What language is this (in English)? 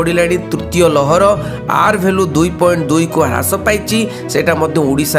Odia